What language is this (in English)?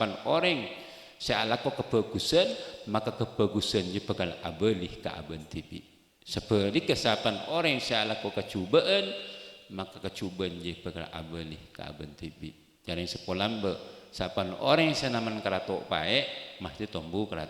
Madurese